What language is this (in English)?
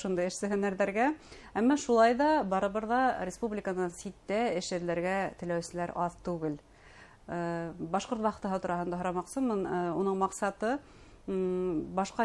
Bashkir